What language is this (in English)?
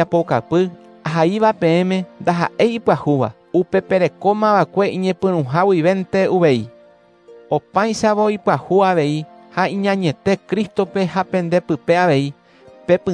Guarani